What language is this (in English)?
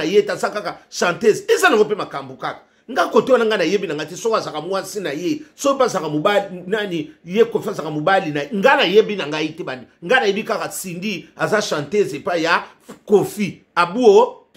Lingala